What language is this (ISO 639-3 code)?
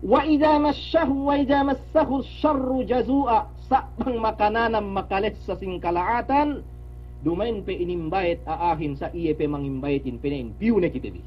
yka